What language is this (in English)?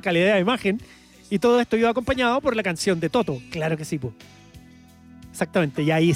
Spanish